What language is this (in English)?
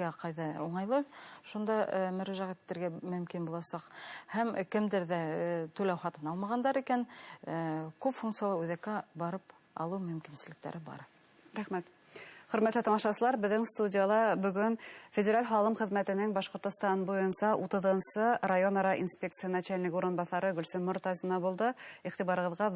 Bashkir